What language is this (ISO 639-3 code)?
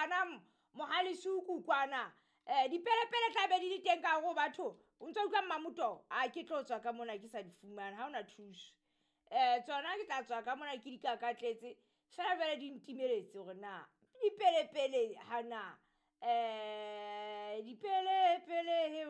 sot